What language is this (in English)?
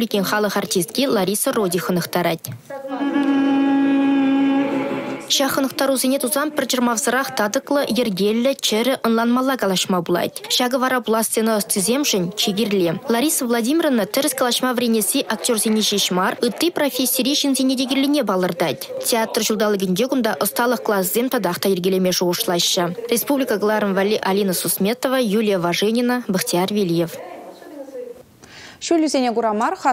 Chuvash